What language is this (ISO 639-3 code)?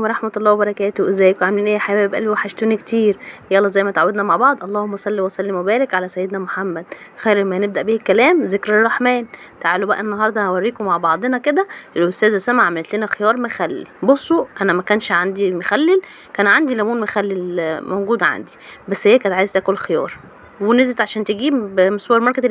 arz